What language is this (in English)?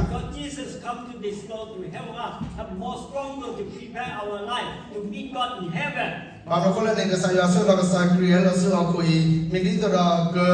S'gaw Karen